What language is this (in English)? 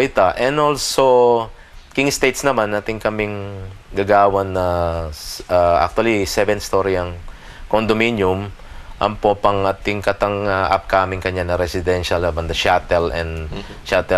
Pampanga